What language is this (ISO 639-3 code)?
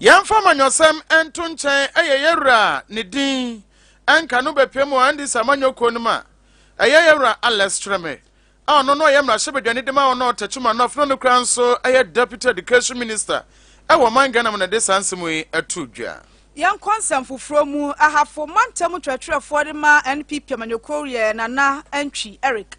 aka